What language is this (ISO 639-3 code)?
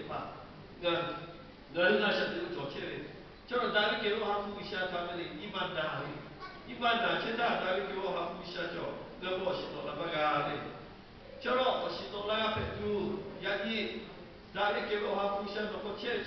lhu